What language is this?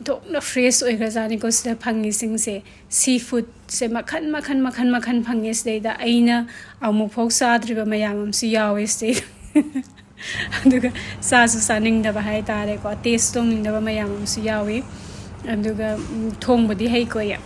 Manipuri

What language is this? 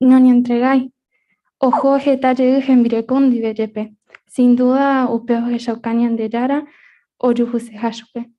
Guarani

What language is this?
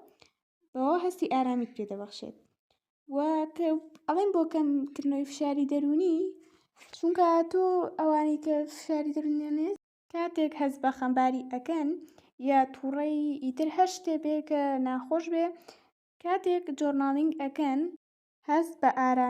Central Kurdish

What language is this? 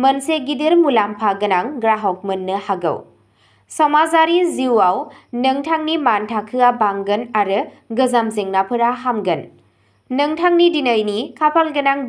Bodo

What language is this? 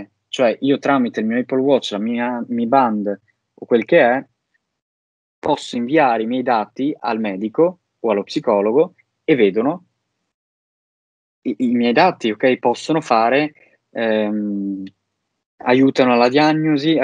Italian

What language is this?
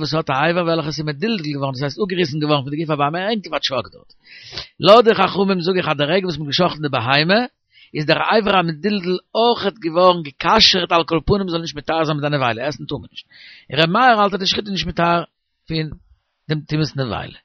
Yiddish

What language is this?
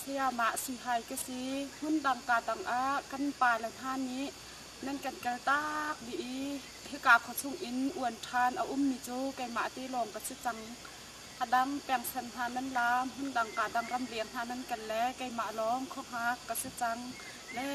Hakha Chin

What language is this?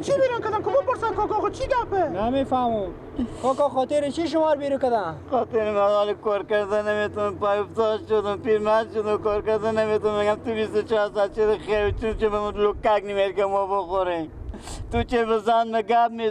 Persian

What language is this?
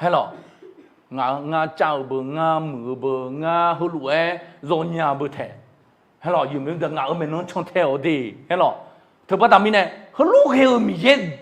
Akha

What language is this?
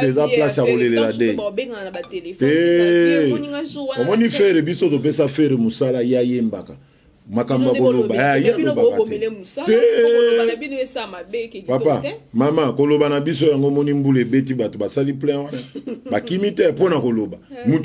Lingala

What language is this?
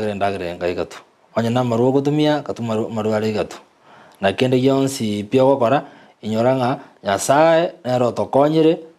Gusii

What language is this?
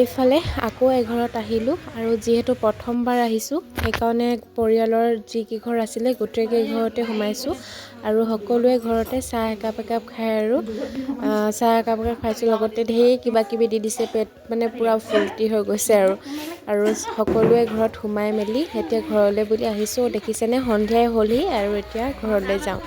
Assamese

